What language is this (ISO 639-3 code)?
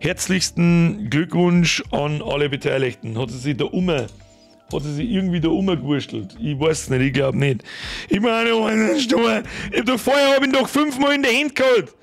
bar